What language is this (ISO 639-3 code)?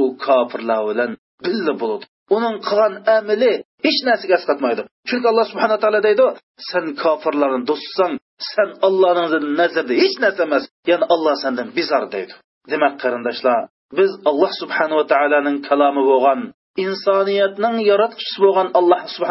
uig